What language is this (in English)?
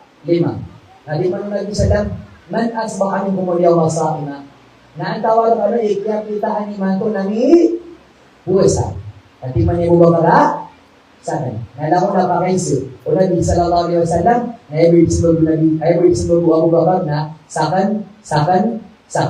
Maranao